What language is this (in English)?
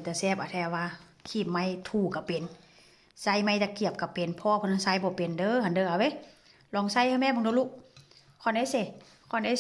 Northeastern Thai